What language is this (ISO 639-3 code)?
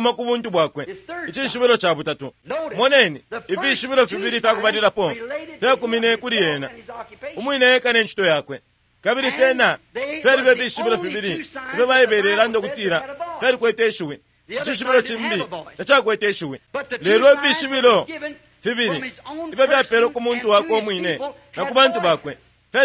bem